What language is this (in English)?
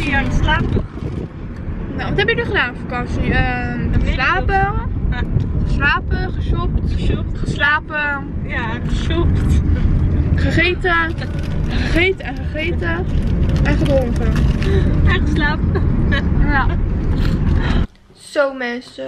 Dutch